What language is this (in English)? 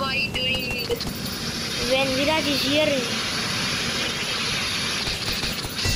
Hindi